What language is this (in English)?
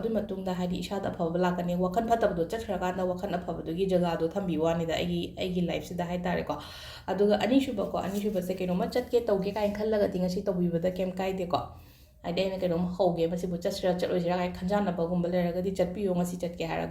Manipuri